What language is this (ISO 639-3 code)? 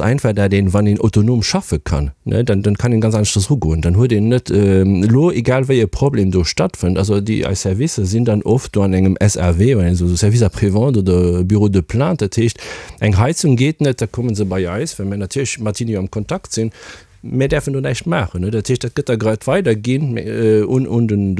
ltz